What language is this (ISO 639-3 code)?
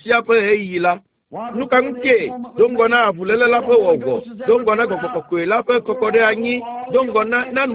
ewe